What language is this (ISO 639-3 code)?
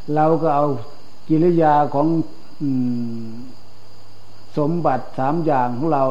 tha